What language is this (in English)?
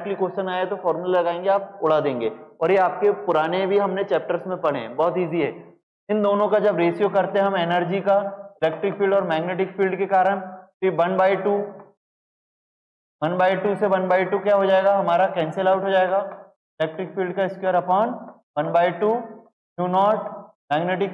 Hindi